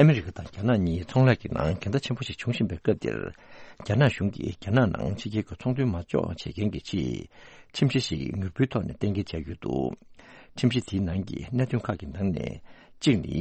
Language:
Tibetan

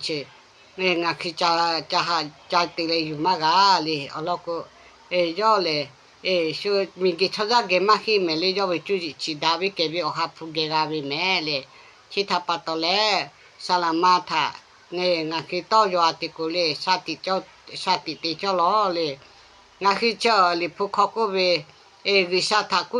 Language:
Lahu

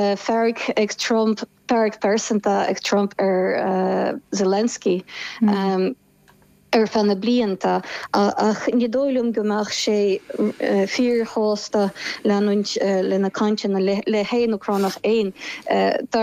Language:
Irish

